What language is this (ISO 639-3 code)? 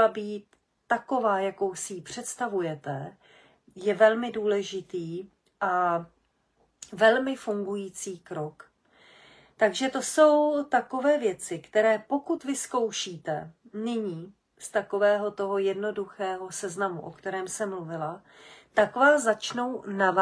ces